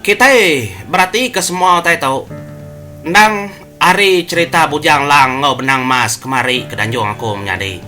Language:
Iban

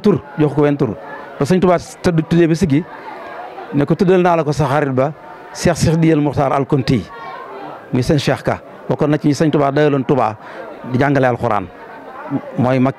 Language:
Wolof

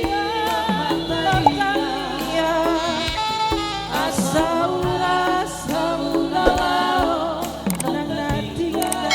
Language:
Batak Toba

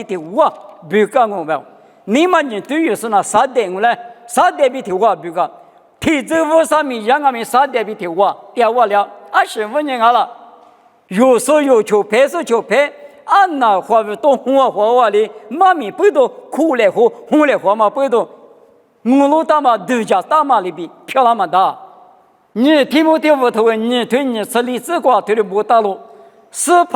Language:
Lisu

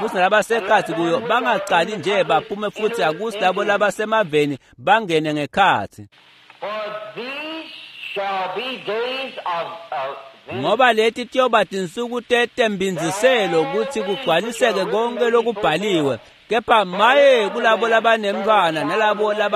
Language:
Swati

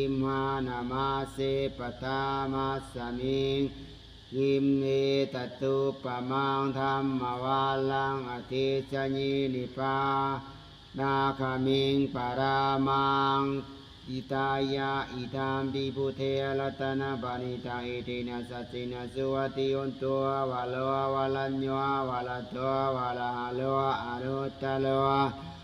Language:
Pali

